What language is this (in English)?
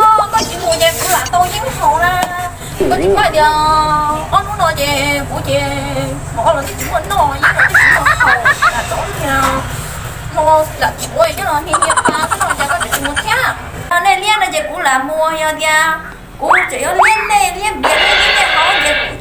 Hmong